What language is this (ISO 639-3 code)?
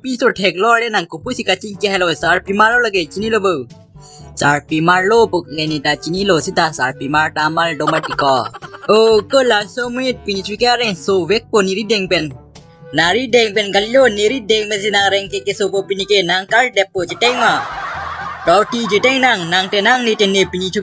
mjw